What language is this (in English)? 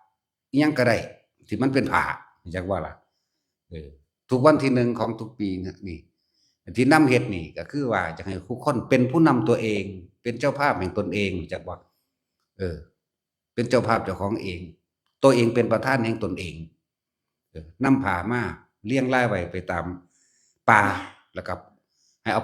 Northeastern Thai